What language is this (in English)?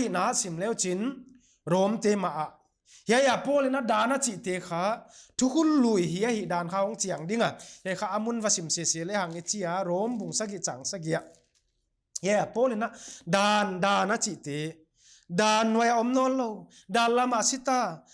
Paite Chin